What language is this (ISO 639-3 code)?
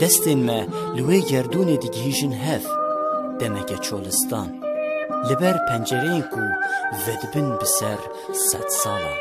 kur